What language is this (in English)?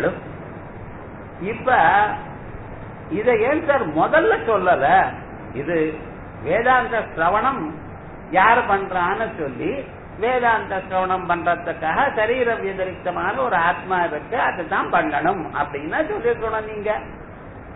Tamil